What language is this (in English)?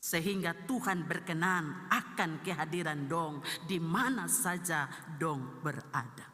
Ambonese Malay